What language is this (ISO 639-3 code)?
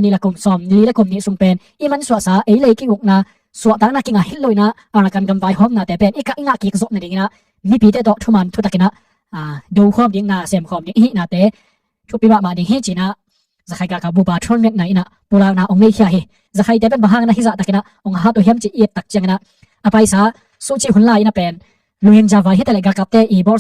ctd